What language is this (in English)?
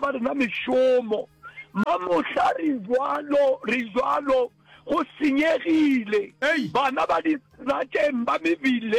Northern Sotho